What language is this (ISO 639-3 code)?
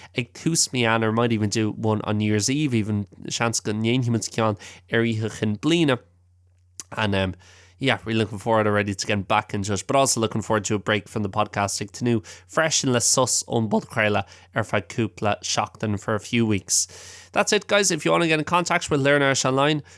gle